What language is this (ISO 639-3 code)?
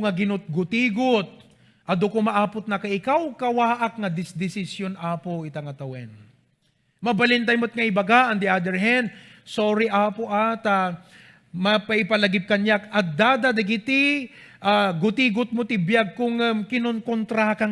ilo